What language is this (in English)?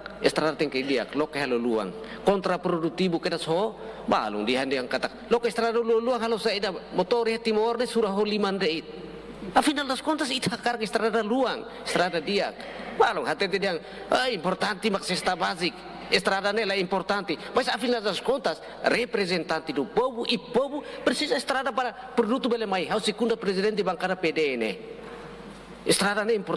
Tetum